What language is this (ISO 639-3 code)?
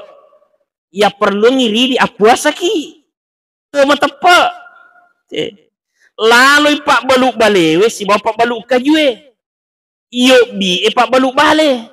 bug